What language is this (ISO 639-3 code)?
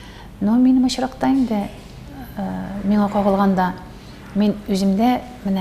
tat